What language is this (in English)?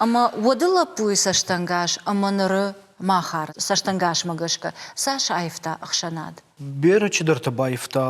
Ossetic